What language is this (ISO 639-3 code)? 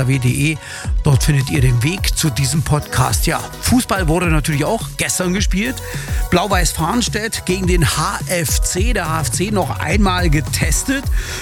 deu